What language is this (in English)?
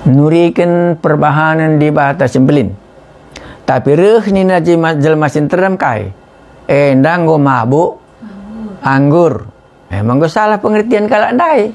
Batak Karo